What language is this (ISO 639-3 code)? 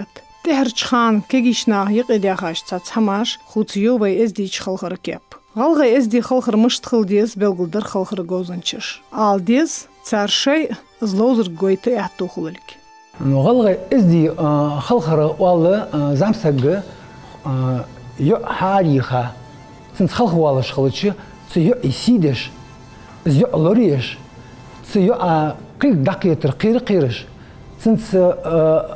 inh